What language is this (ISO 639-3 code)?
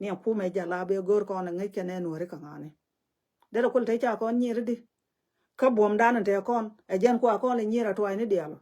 nus